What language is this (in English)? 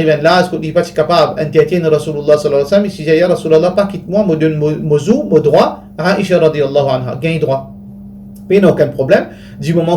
Morisyen